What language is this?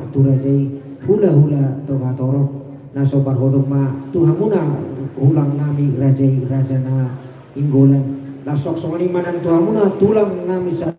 Batak Toba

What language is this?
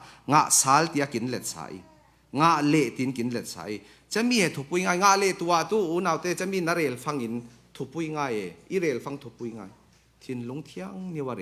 Falam Chin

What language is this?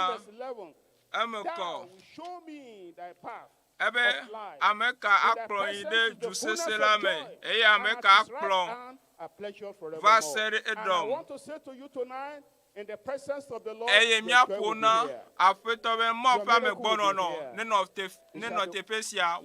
Ewe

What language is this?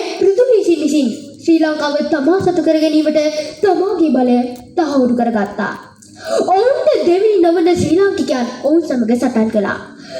Sinhala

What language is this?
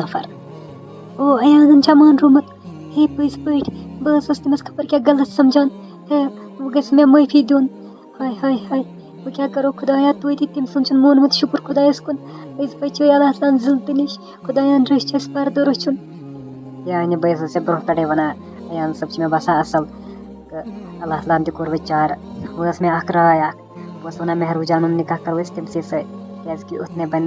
Kashmiri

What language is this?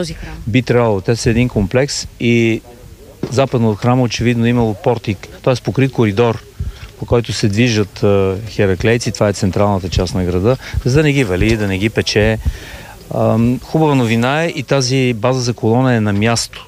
Bulgarian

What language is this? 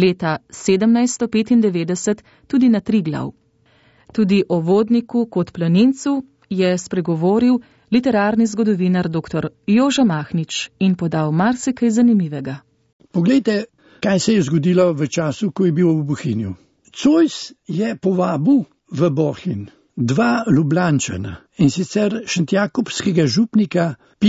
Slovenian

